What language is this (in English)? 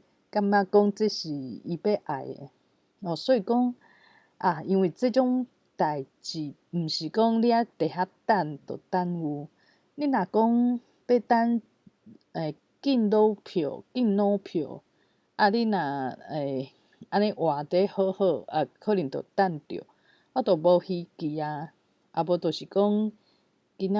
Min Nan Chinese